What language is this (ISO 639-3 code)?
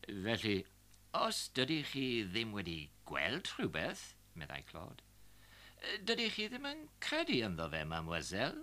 cym